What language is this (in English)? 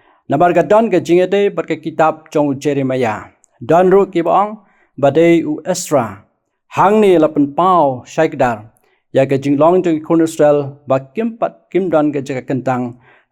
Khasi